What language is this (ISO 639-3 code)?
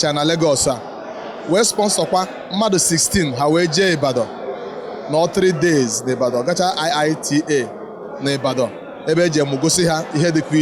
ibo